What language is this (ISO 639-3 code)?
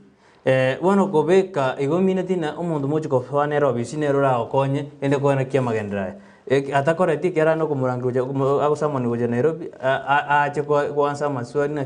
guz